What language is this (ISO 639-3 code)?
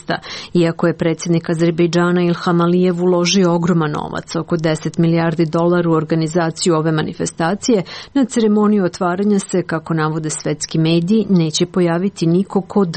srp